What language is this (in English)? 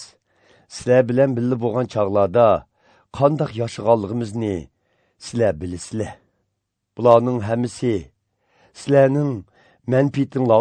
Uyghur